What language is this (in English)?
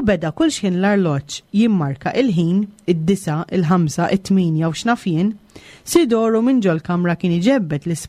Maltese